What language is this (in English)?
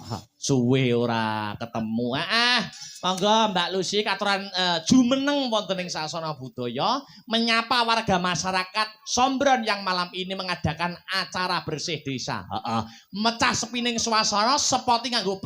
Javanese